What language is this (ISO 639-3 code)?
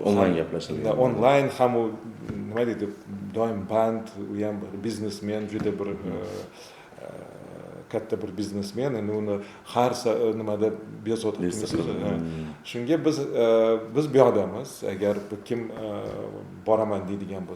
uzb